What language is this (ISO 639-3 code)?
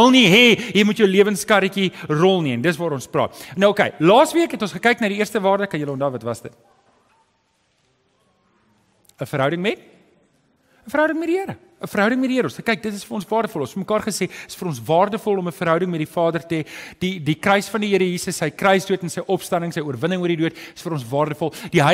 afr